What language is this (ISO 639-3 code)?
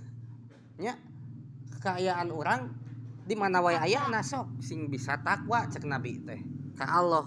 sun